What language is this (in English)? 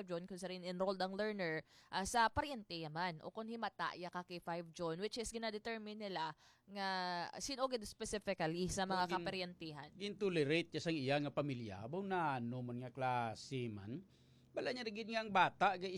Hiligaynon